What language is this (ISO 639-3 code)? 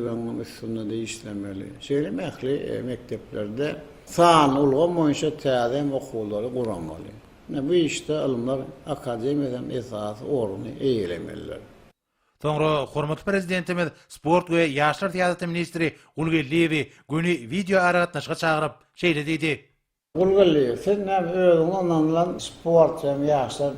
tuk